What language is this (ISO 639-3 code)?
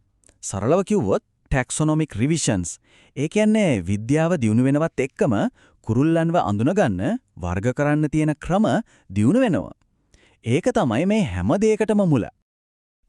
sin